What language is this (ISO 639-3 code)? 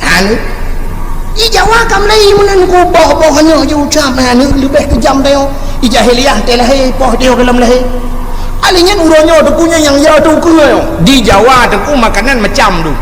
ace